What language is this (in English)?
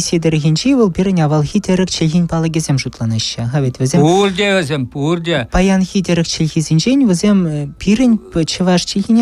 Chuvash